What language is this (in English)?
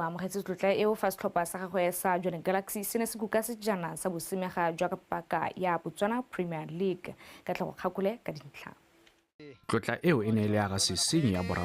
Tswana